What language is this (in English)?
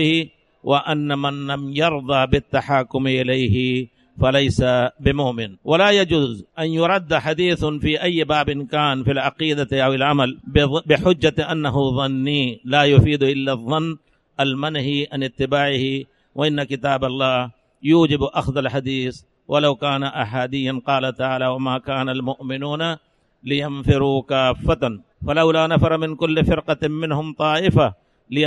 Arabic